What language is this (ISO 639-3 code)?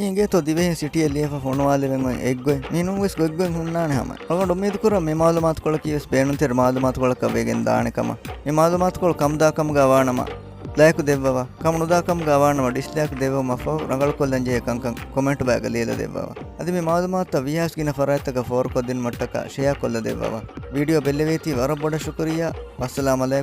div